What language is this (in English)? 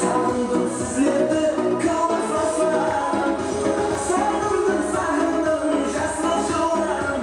Kara-Kalpak